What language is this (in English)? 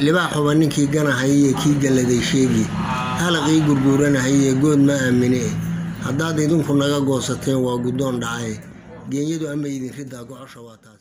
Somali